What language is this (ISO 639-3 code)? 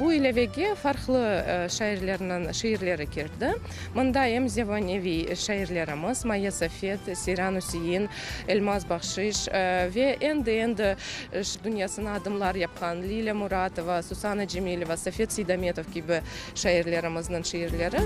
crh